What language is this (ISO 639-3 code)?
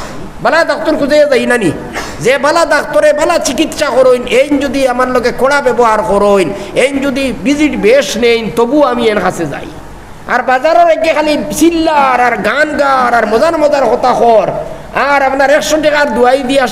syl